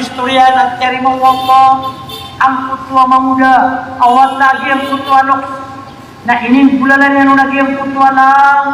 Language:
Maranao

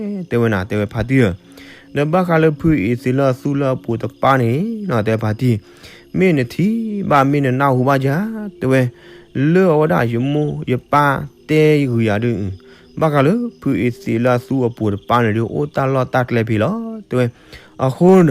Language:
S'gaw Karen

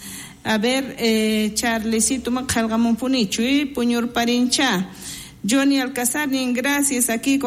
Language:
South Bolivian Quechua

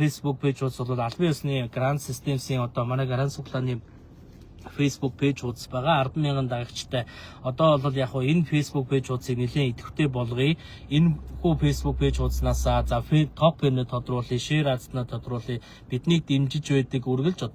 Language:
Mongolian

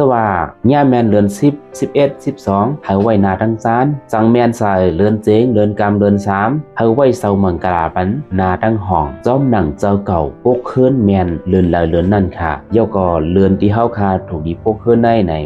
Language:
Shan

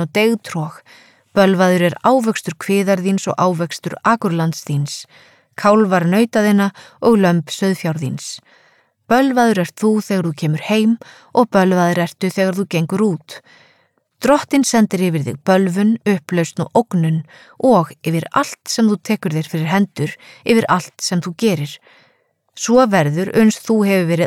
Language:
Icelandic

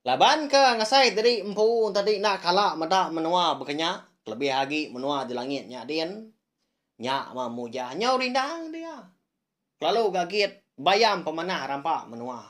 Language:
Iban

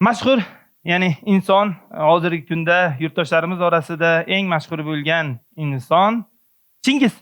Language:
Uzbek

